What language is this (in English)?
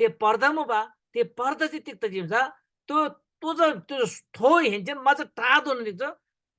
Eastern Tamang